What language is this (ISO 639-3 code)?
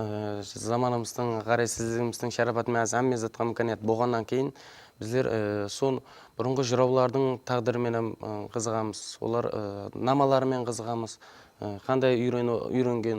kaa